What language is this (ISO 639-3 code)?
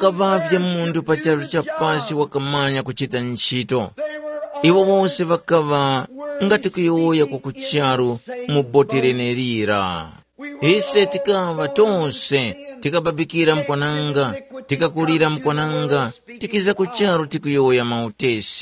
tum